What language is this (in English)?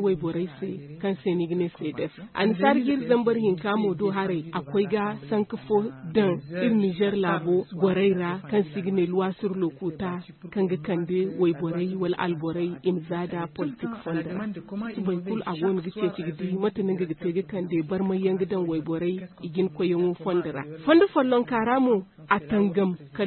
Zarma